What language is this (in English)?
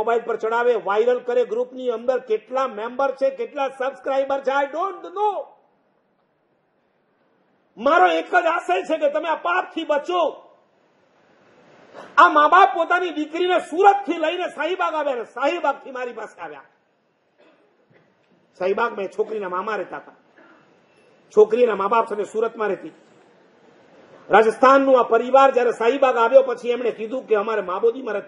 Gujarati